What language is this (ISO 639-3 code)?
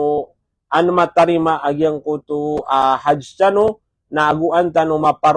mrw